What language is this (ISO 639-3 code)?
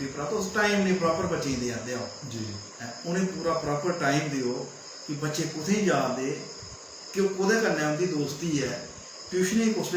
doi